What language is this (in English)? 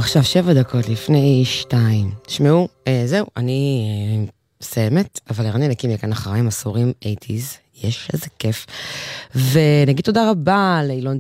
Hebrew